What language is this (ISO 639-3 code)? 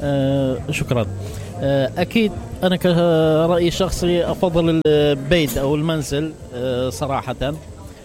acm